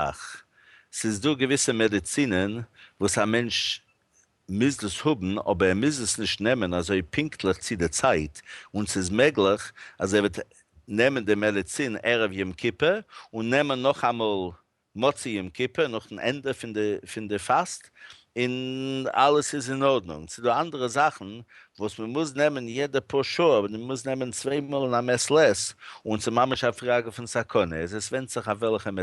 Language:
Yiddish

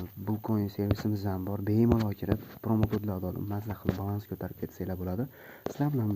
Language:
Uzbek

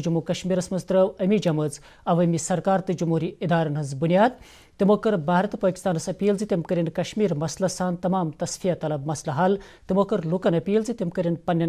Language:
Kashmiri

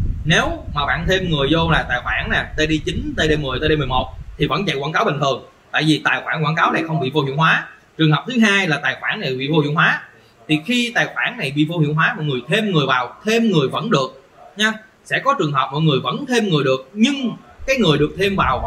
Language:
Vietnamese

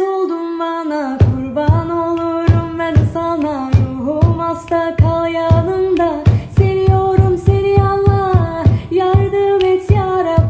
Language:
Turkish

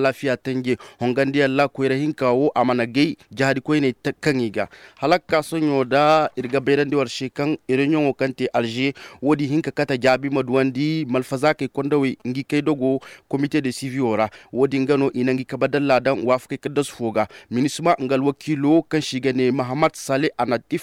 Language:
Zarma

